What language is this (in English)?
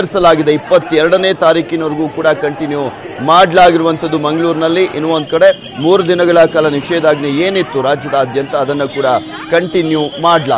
Kannada